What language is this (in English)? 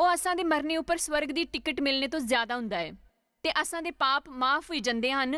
Dogri